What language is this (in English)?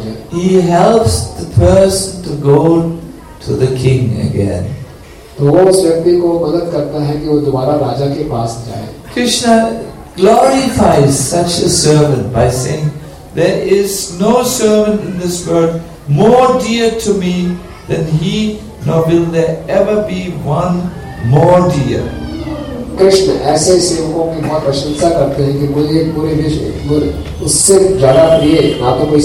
Hindi